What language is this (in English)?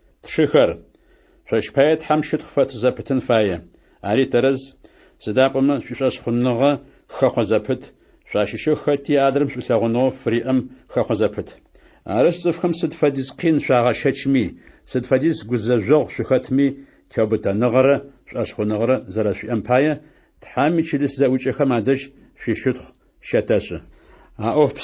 Adyghe